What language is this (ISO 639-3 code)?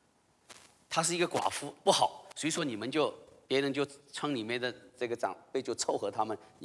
zho